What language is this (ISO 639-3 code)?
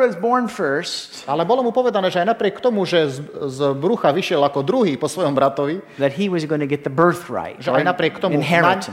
slk